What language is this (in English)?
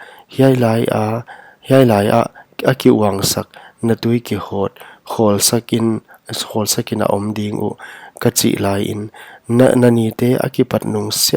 Paite Chin